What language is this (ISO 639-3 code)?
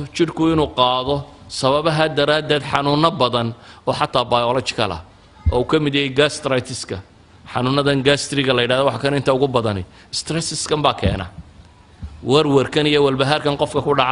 som